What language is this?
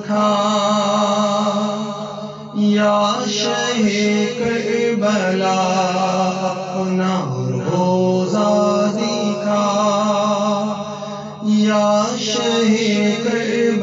Urdu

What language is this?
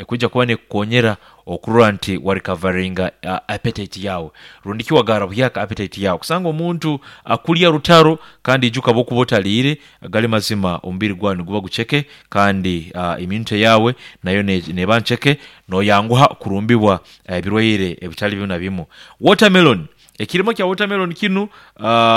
Nyankole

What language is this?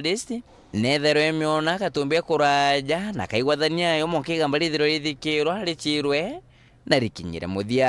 Meru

